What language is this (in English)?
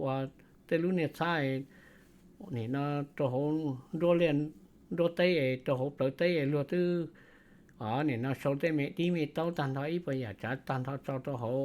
Hmong